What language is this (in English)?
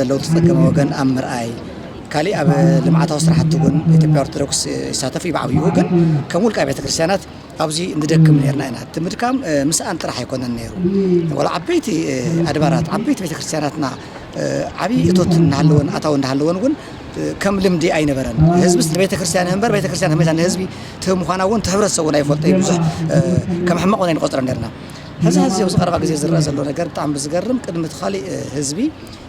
Tigrinya